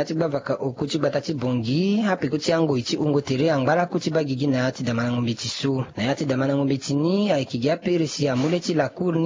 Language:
Sango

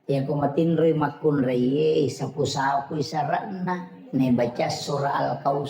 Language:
Buginese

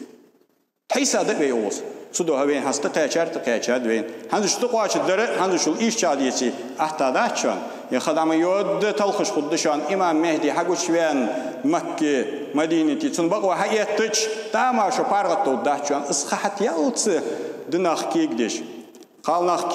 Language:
Ingush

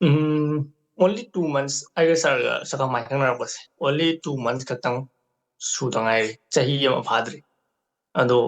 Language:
Manipuri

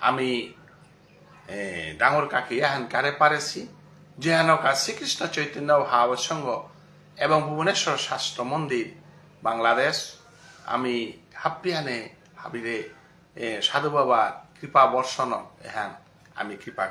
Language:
Bishnupriya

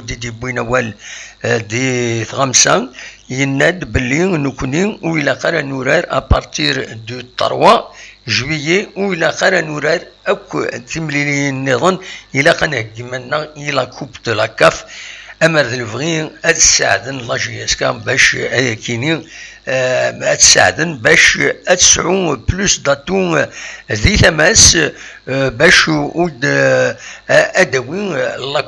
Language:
Kabyle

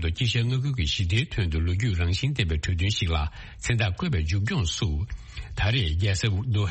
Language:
Tibetan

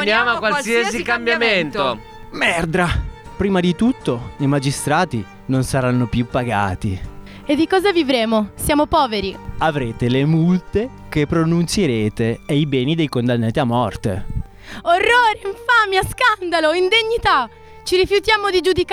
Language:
Italian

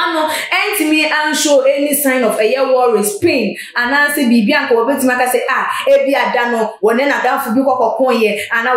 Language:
Akan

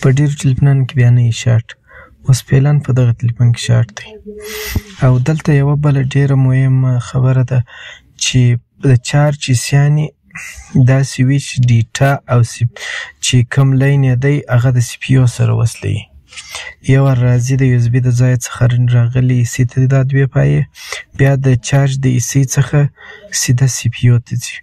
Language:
Pashto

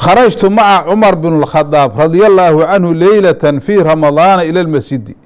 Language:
Somali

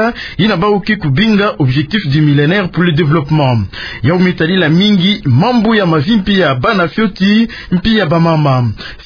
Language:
Kituba (Democratic Republic of Congo)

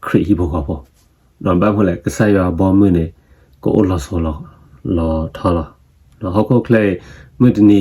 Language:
S'gaw Karen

